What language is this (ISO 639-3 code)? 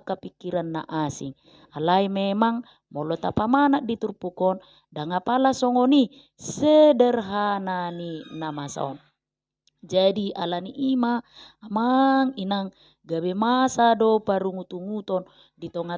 bbc